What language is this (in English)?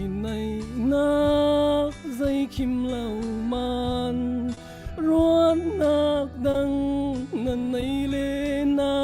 Falam Chin